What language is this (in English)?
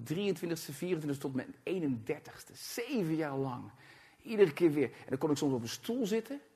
Dutch